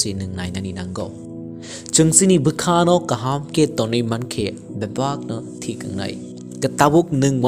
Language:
Kok Borok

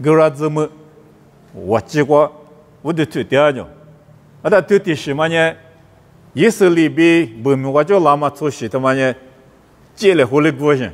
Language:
Lisu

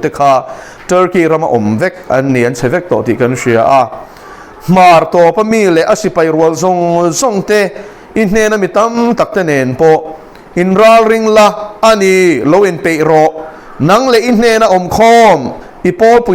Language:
Mizo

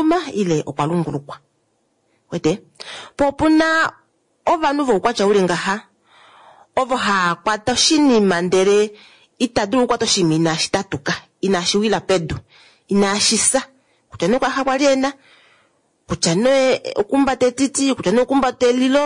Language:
Kuanyama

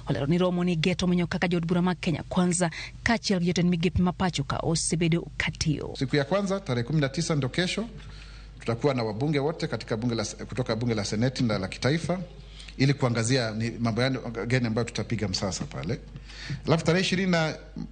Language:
Luo (Kenya and Tanzania)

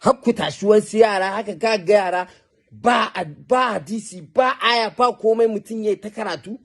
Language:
Hausa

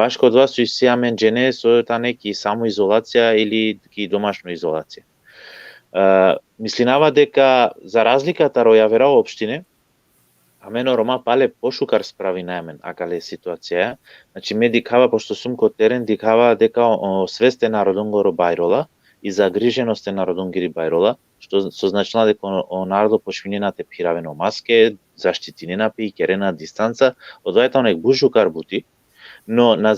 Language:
Balkan Romani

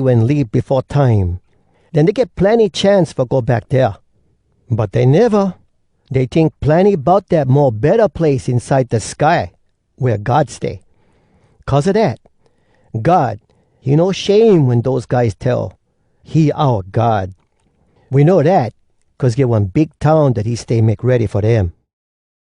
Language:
Hawai'i Creole English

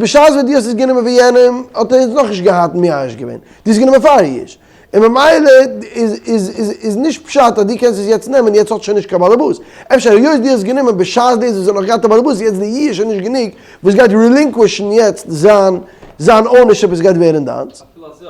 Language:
Yiddish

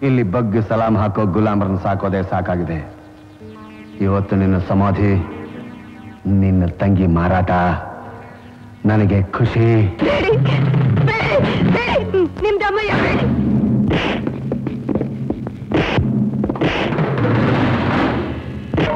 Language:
Kannada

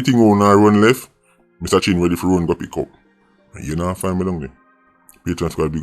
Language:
Jamaican Creole English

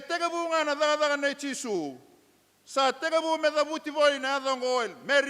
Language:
Fijian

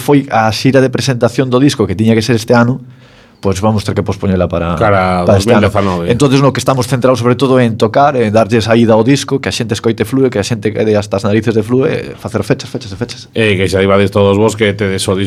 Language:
Galician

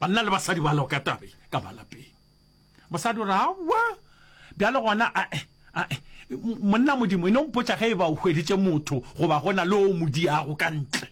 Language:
Northern Sotho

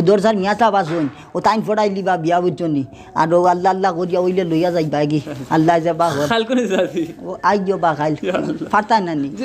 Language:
Sylheti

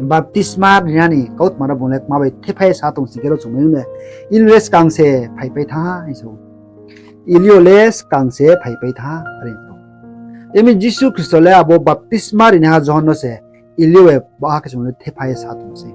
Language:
Riang (India)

